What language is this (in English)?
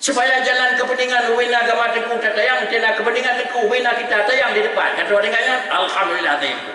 Achinese